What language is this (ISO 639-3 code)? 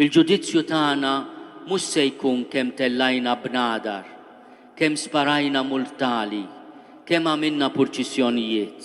mlt